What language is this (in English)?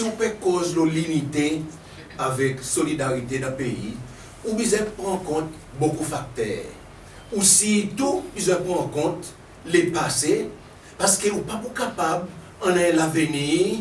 Seselwa Creole French